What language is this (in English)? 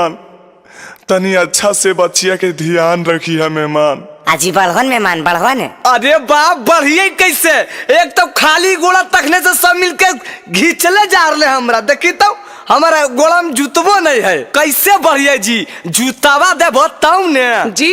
Magahi